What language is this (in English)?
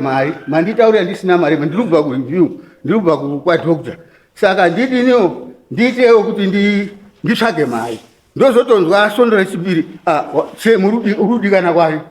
Shona